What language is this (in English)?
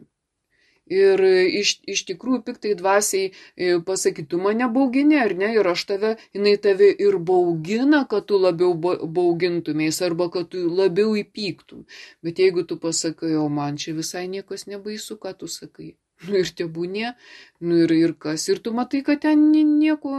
Lithuanian